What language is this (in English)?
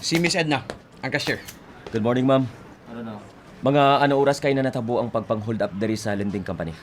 Hiligaynon